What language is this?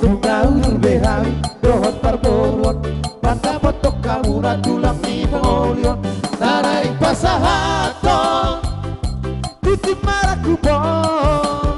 Batak Toba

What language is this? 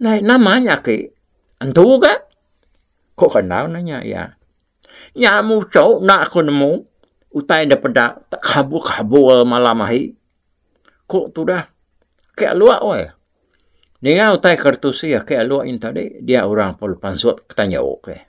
Iban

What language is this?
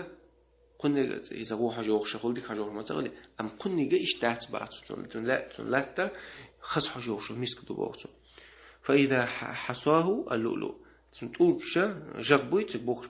Chechen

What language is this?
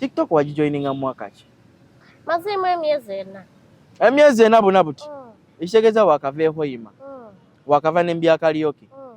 Ganda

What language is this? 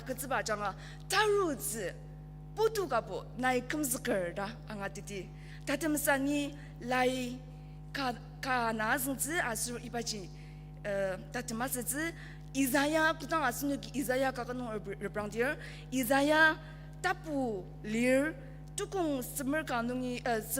Ao Naga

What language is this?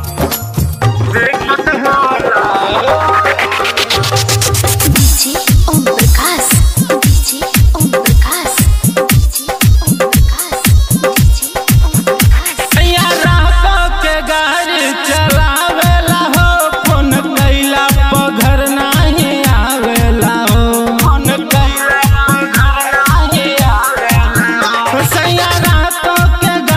Bhojpuri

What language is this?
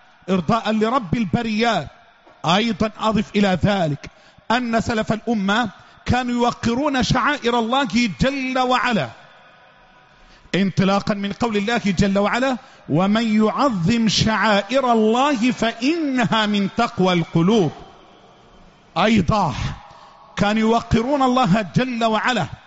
Arabic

